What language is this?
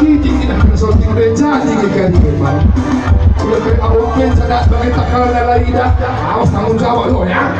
Batak Karo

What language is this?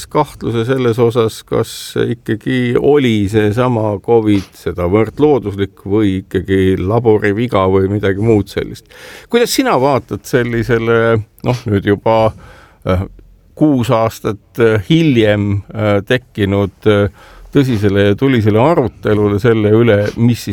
Estonian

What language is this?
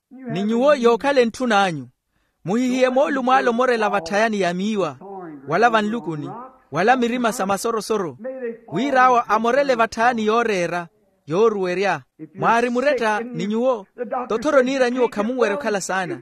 Makhuwa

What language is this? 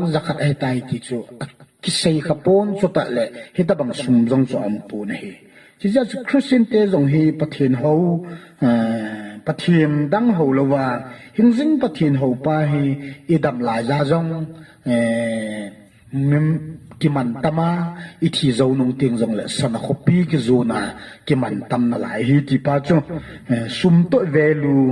Thado Chin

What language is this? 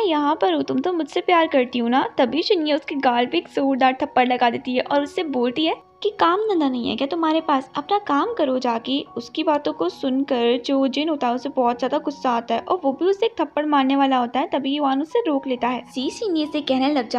Hindi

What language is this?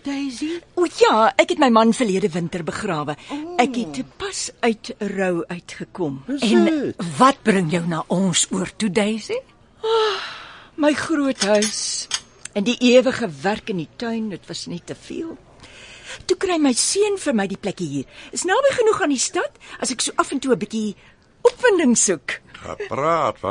Afrikaans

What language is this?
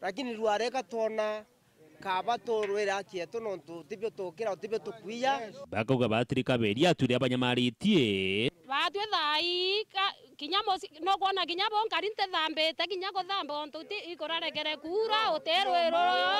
Meru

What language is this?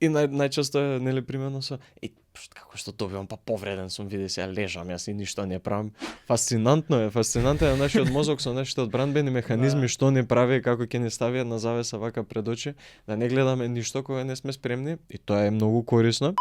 Macedonian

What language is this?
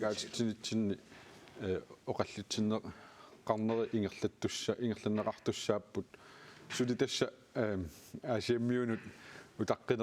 Kalaallisut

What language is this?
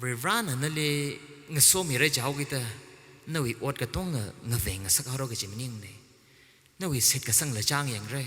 Tangkhul Naga (India)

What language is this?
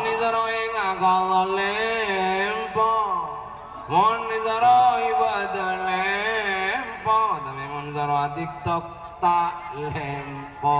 Madurese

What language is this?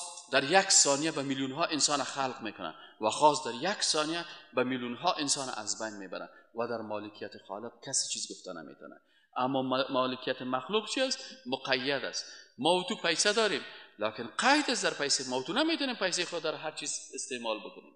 Persian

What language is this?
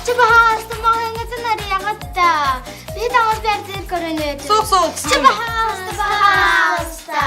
Yakut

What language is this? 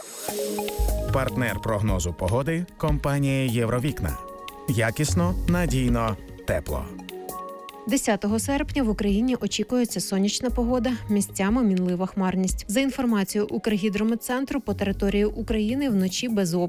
Ukrainian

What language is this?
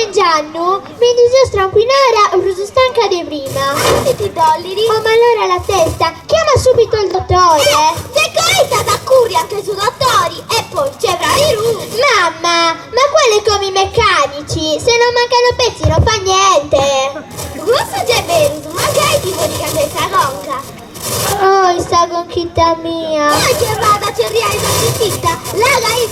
Sardinian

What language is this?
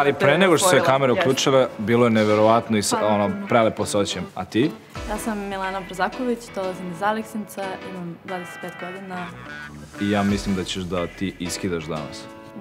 Serbian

